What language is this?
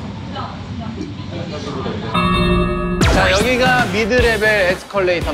Korean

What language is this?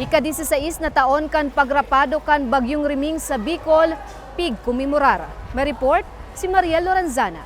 Bikol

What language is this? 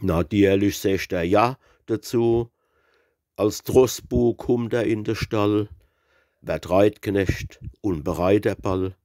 Palatine German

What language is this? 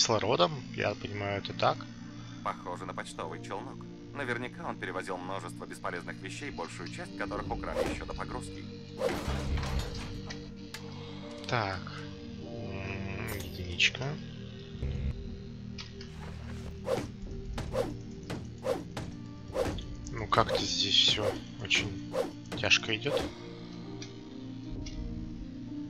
Russian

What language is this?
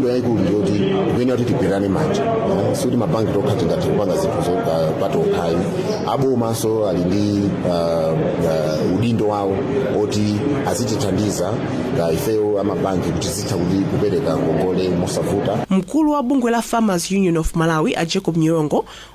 Nyanja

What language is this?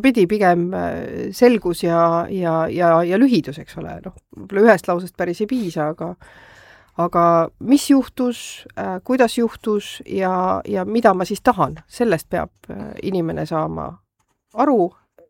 Estonian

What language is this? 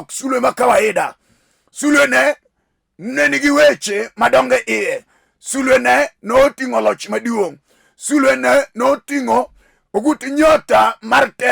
Luo (Kenya and Tanzania)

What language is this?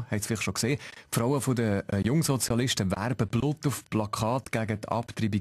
Swiss German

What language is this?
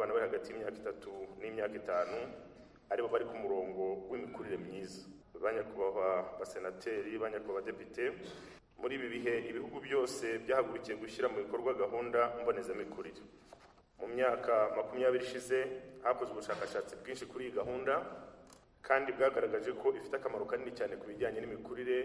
Kinyarwanda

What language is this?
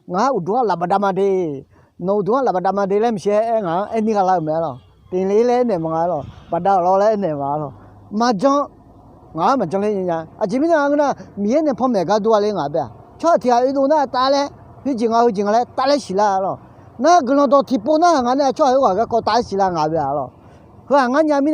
Akha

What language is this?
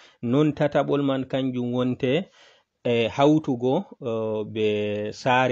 Fula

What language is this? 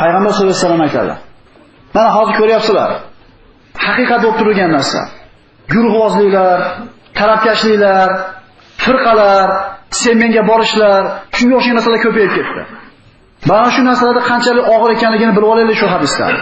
Uzbek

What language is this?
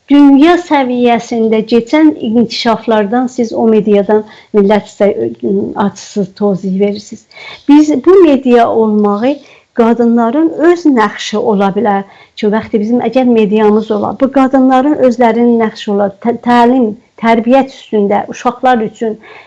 South Azerbaijani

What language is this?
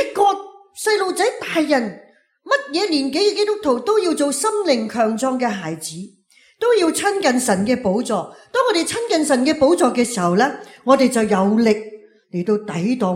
Cantonese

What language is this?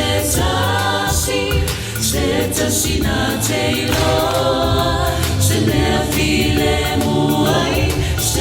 Samoan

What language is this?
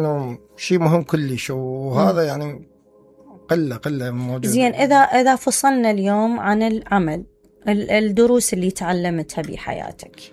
Mesopotamian Arabic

